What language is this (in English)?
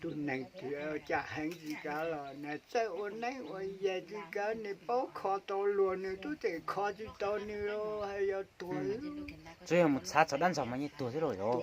Hmong